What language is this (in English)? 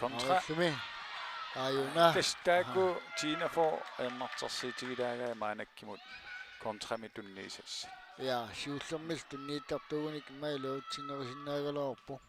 Kalaallisut